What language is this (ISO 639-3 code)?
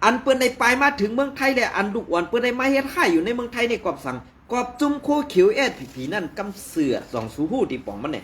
shn